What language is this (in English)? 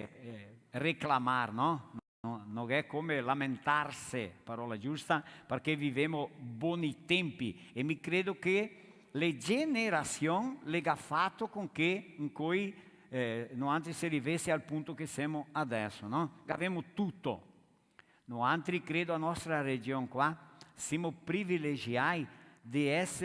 Venetian